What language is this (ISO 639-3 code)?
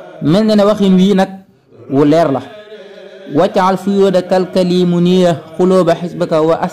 wol